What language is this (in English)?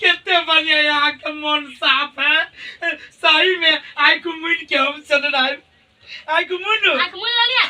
Maithili